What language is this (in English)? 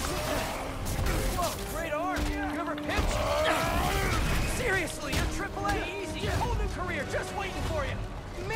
English